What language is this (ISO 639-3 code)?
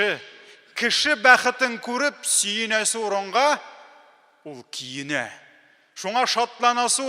tat